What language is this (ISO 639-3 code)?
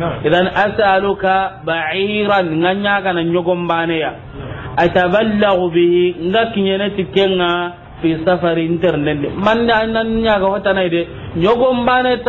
snk